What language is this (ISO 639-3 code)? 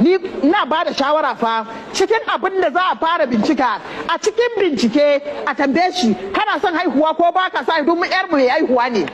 hau